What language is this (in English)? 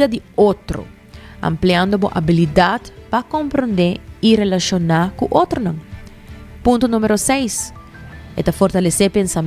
Papiamento